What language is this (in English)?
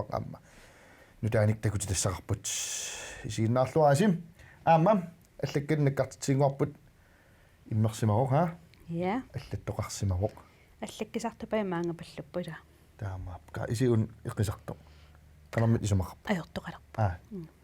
Kalaallisut